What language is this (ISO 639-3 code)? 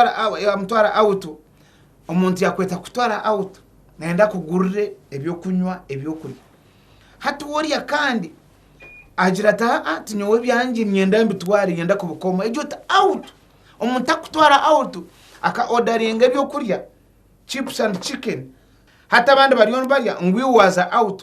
nyn